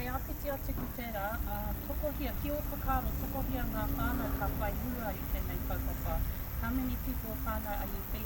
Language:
Māori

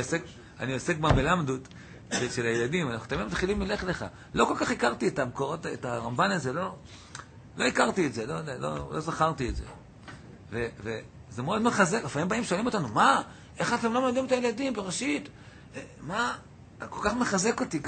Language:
Hebrew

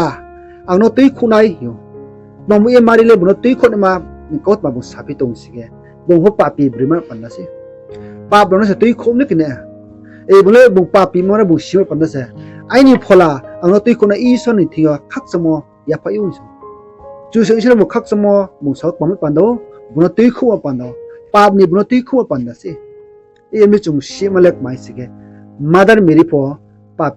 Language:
Riang (India)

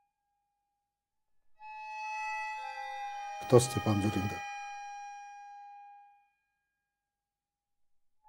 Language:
Slovak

